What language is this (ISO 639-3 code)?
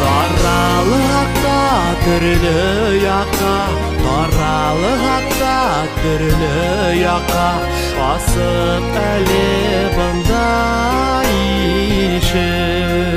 bak